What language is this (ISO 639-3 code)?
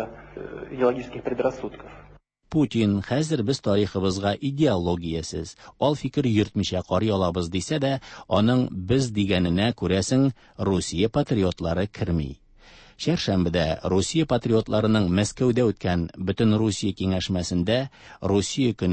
tat